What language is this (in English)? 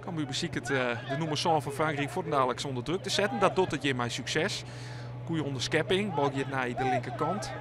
Western Frisian